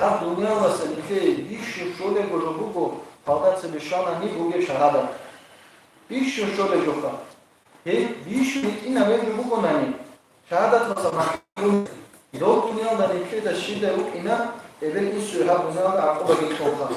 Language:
Avaric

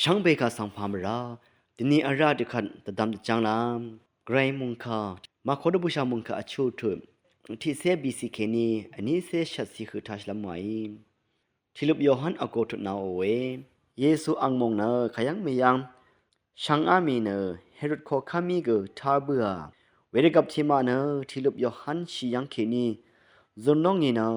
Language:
Rawang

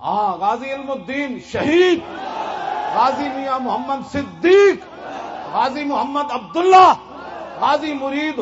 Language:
Western Panjabi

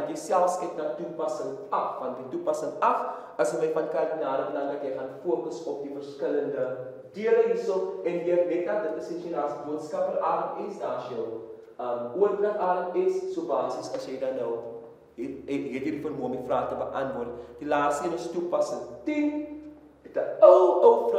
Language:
Afrikaans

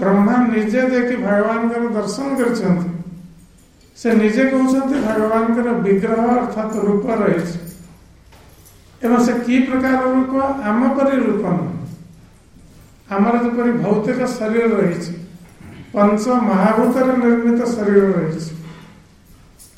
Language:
Odia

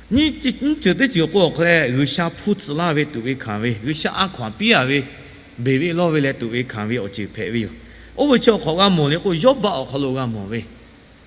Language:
Lahu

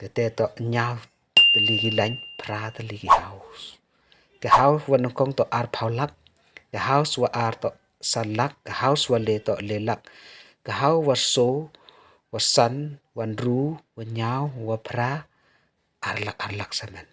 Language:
Pnar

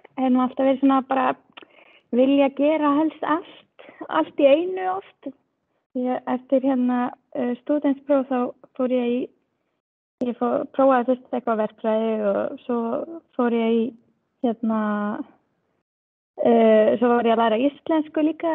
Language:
Icelandic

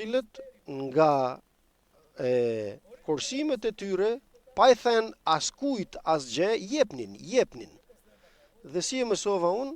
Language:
Albanian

